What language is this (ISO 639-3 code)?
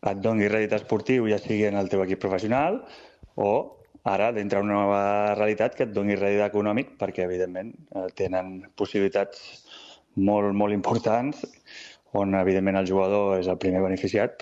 cat